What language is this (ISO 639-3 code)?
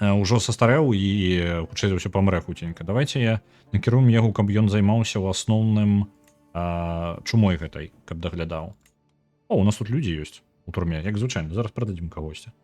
bel